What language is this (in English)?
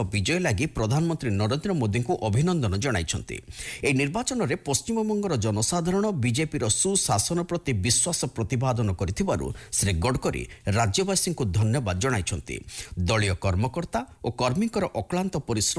Odia